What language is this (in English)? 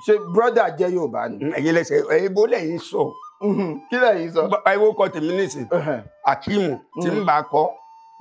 Yoruba